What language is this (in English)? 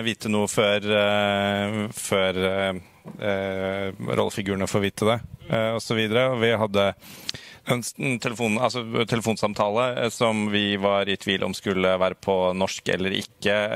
Norwegian